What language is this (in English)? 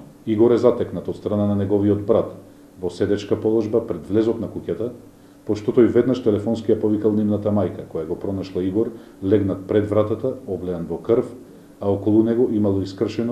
Macedonian